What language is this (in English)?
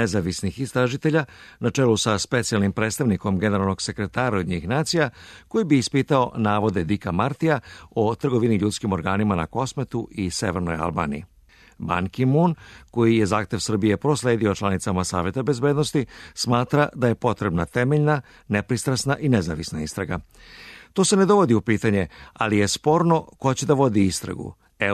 Serbian